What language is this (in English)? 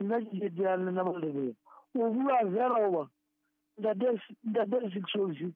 Southern Sotho